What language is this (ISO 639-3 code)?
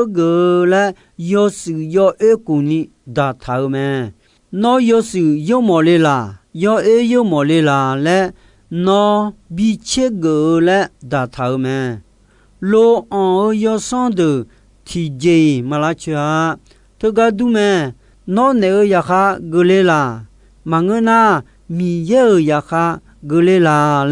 ahk